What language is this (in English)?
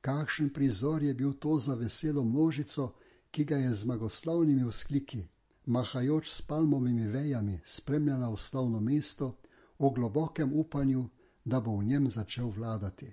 Slovenian